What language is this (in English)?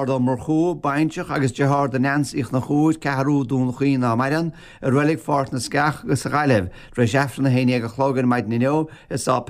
Irish